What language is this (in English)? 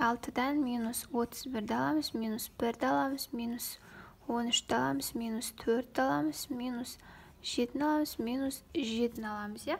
Kazakh